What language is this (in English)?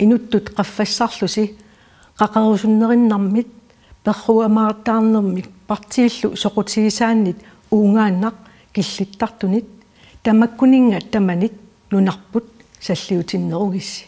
Kalaallisut